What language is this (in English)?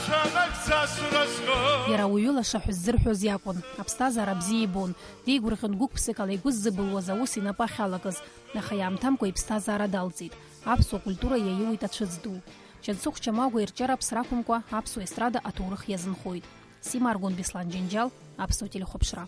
Abkhazian